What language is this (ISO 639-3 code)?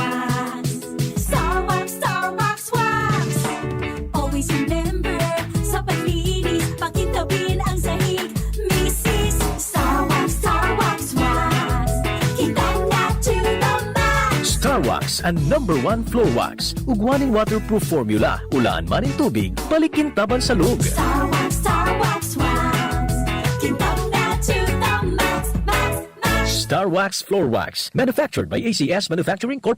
bik